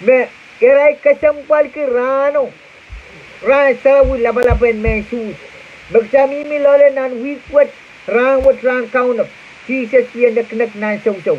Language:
Pohnpeian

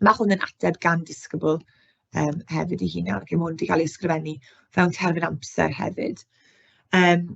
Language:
Welsh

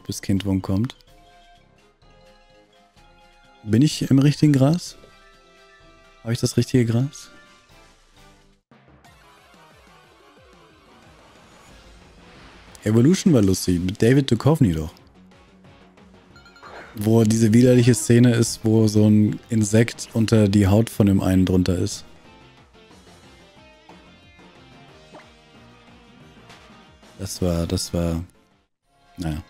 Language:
German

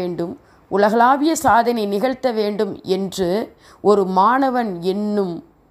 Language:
Tamil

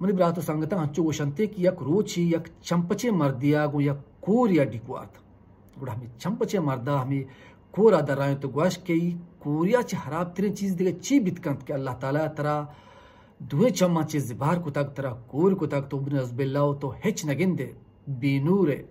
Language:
Baluchi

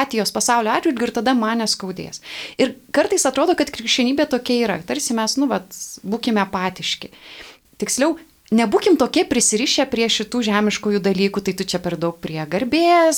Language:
Lithuanian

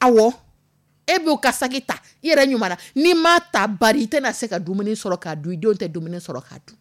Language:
Dyula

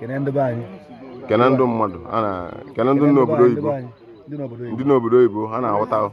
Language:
Igbo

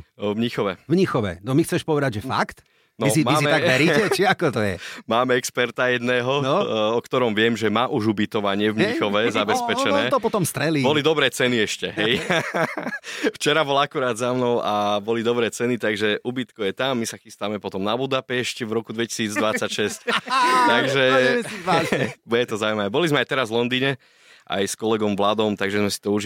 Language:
Slovak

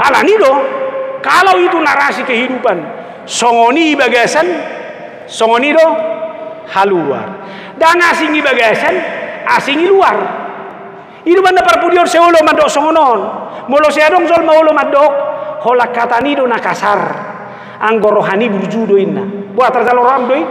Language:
Batak Toba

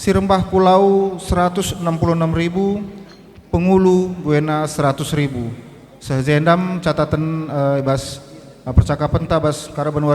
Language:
Batak Karo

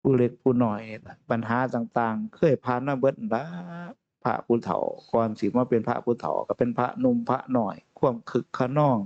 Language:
Northeastern Thai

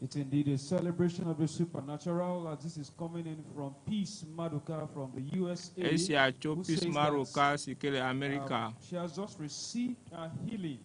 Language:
Ewe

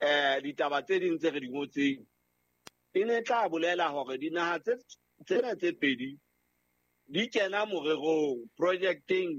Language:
Southern Sotho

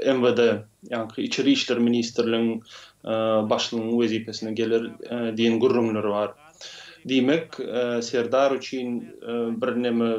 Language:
Turkmen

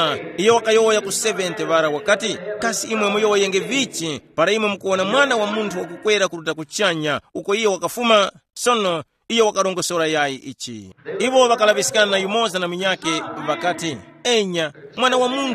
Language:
Tumbuka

